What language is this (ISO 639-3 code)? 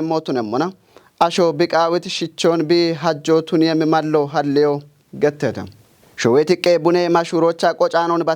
kbr